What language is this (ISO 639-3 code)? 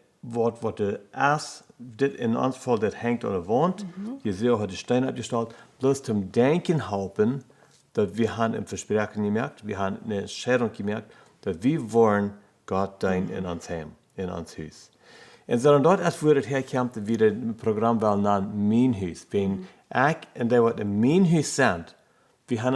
pdt